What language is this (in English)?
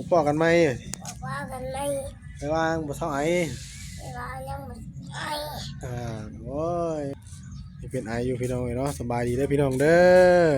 Northeastern Thai